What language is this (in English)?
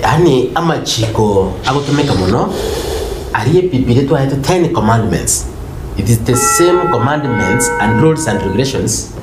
Gusii